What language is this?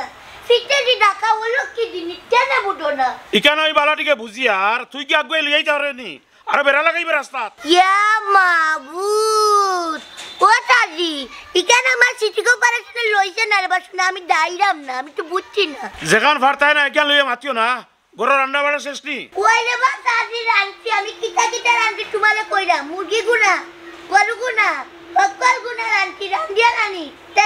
Sylheti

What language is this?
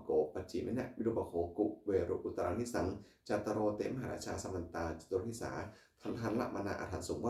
Pali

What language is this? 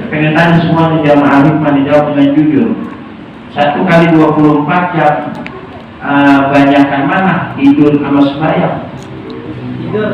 Betawi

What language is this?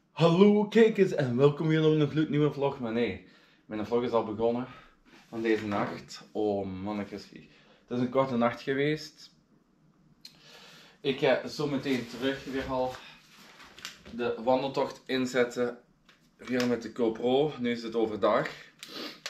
Dutch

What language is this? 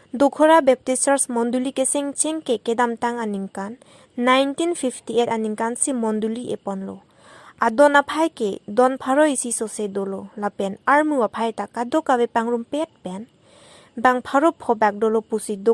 Karbi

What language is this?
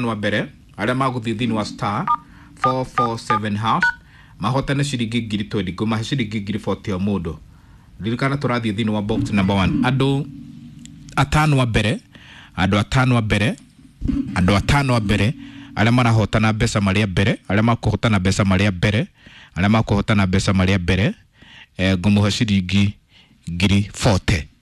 Kikuyu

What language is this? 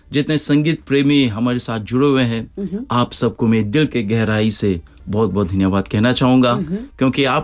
Hindi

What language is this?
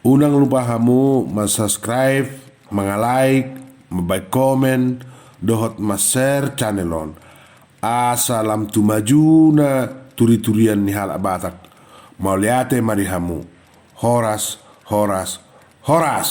Batak Toba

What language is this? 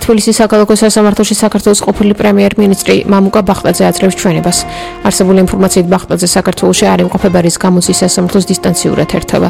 Georgian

